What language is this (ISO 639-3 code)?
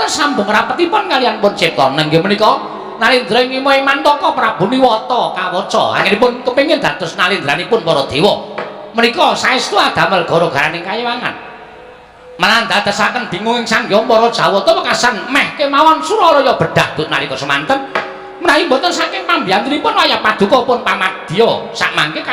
jav